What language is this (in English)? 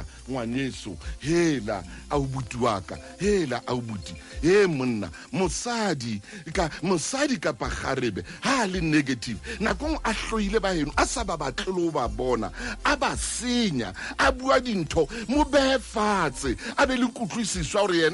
Southern Sotho